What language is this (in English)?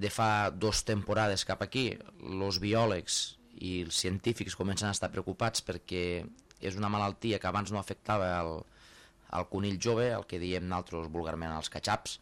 Catalan